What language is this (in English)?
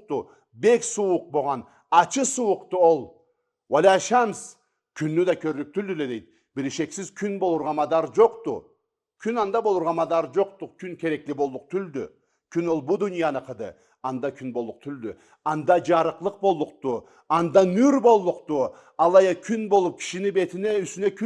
Karachay-Balkar